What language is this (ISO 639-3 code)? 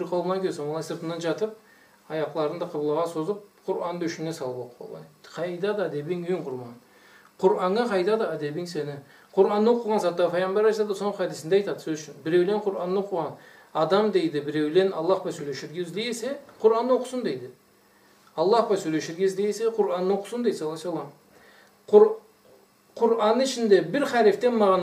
krc